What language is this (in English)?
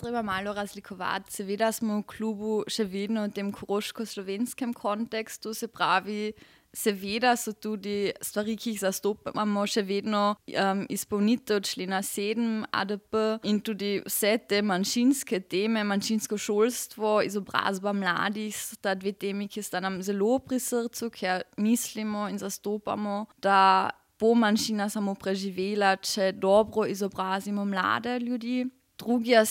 Slovenian